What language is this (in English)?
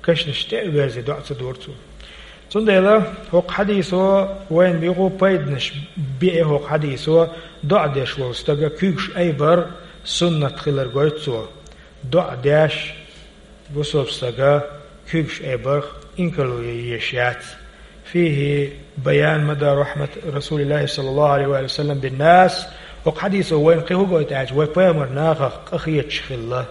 Chechen